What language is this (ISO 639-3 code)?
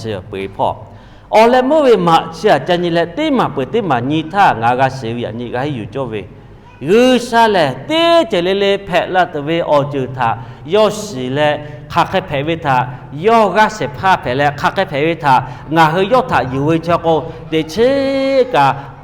lhu